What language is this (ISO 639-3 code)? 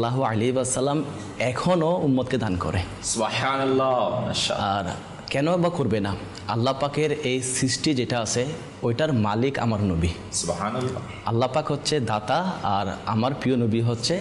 ben